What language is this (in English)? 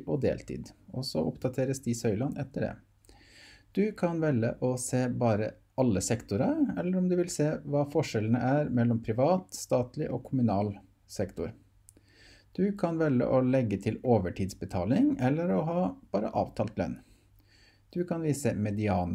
Norwegian